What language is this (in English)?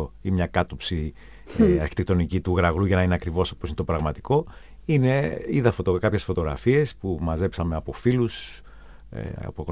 Greek